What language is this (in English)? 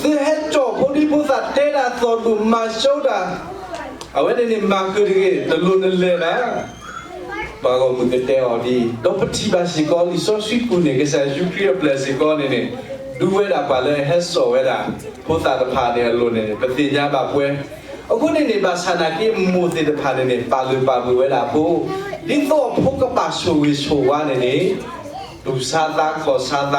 S'gaw Karen